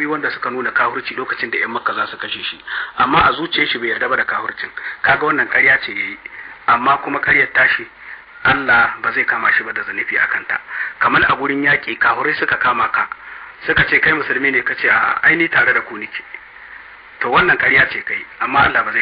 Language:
Hausa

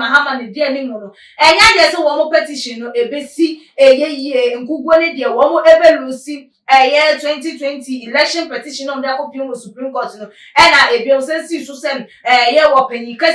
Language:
Akan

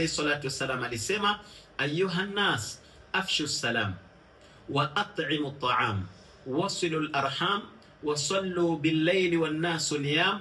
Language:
Swahili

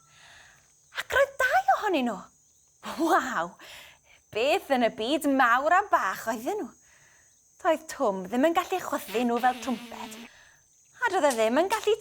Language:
Welsh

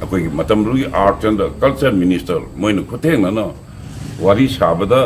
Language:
Manipuri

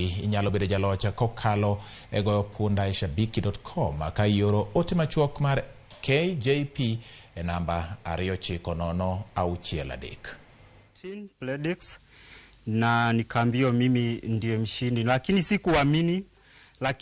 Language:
Luo (Kenya and Tanzania)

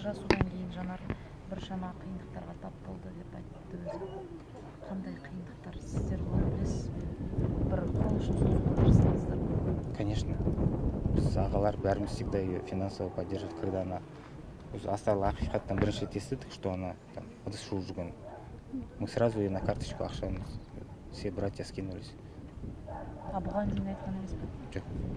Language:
Kazakh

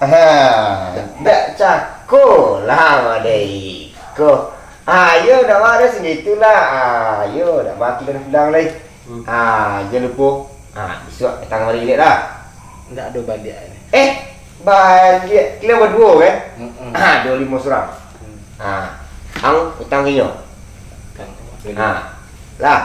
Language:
Minangkabau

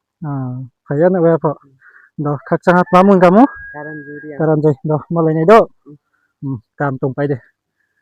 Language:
Riang (India)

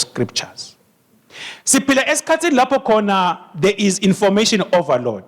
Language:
Swati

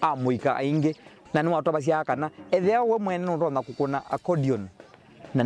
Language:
Kamba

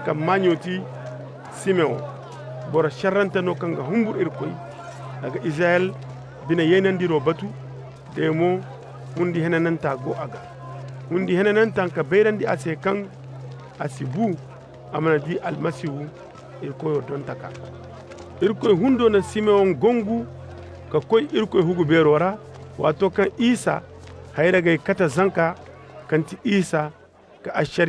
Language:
Koyraboro Senni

